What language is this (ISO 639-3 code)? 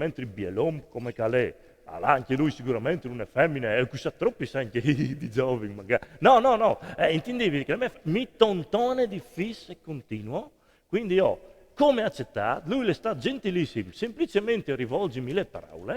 fur